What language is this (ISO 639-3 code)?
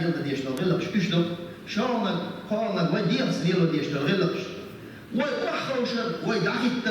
che